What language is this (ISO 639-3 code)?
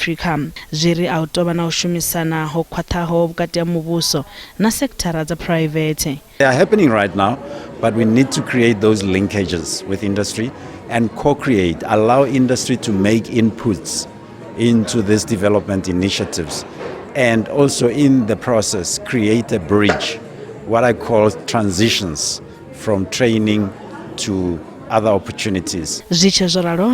ven